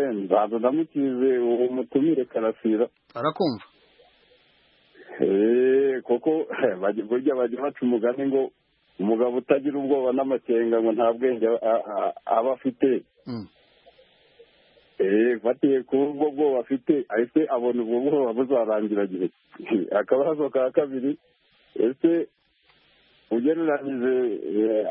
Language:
Kinyarwanda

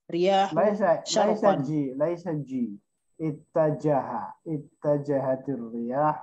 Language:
Arabic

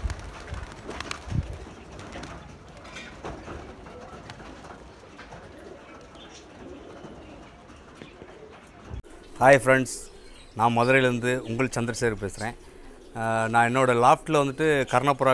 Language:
Tamil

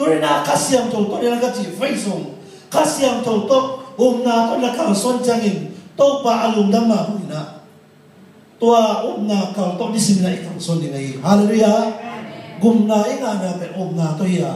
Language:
Tedim Chin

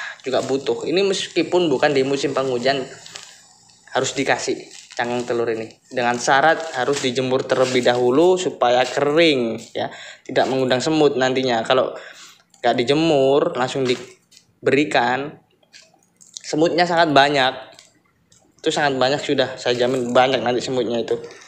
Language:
Indonesian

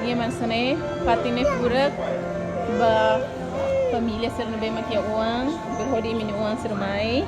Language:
Tetum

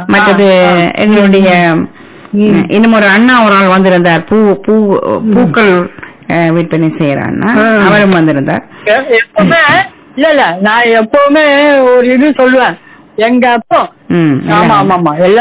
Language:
Tamil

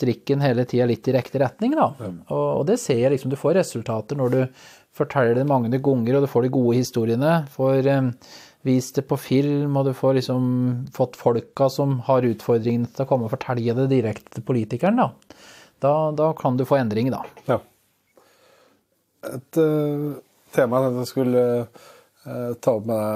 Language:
Norwegian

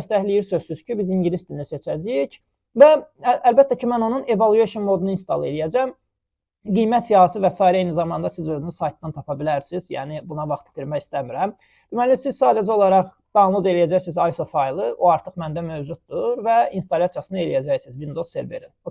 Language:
Azerbaijani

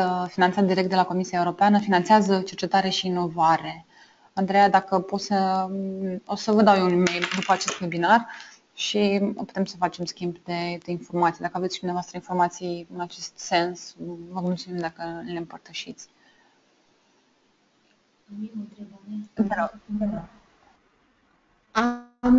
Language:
Romanian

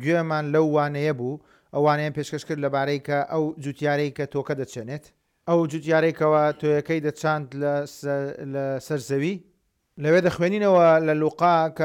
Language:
Central Kurdish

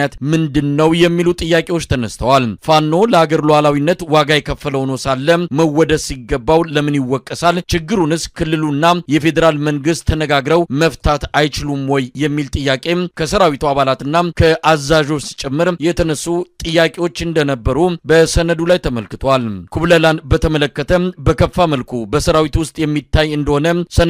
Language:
Amharic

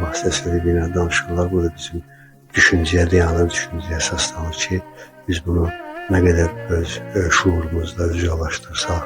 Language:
Azerbaijani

